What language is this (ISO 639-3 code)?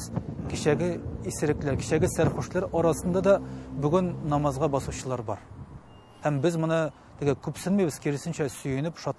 tat